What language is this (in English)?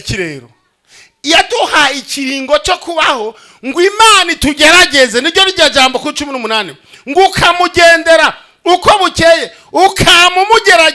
Rundi